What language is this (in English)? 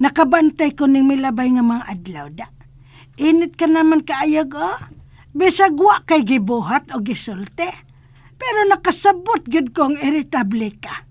Cebuano